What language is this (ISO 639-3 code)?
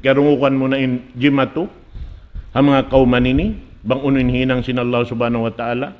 tsg